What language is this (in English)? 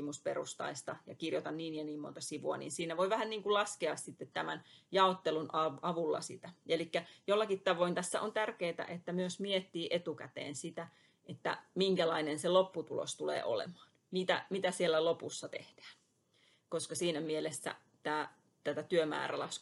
Finnish